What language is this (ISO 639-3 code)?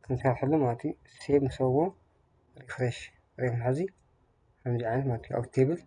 tir